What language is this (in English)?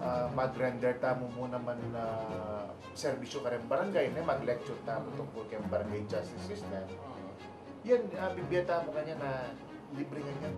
Pampanga